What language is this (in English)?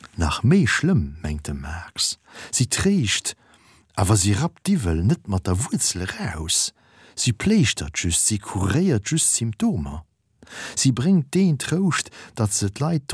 Luxembourgish